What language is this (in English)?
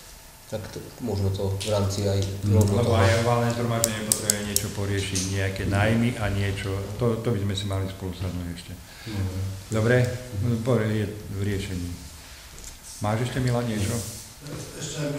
Slovak